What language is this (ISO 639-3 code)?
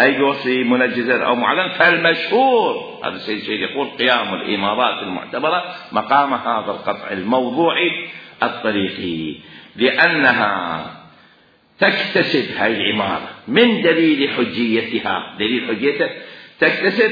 acm